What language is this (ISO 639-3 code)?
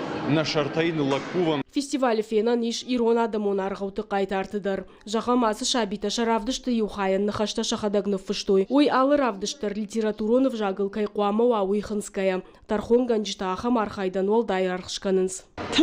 oss